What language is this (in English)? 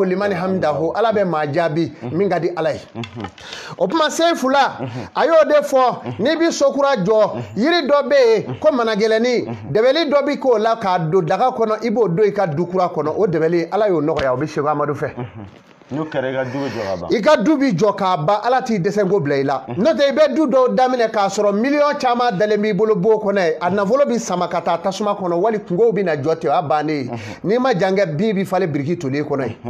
Bambara